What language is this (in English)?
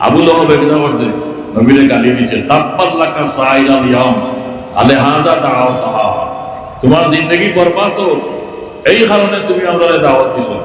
Sylheti